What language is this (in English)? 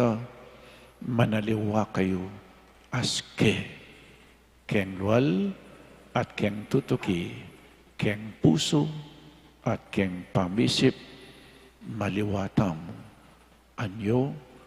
Pampanga